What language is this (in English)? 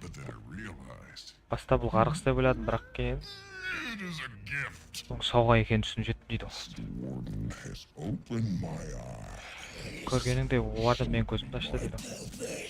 Kara-Kalpak